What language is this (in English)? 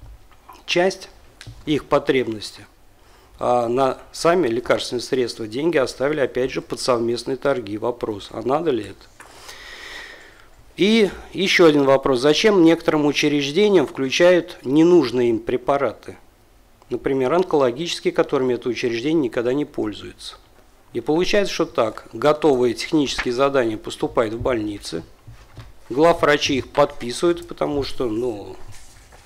Russian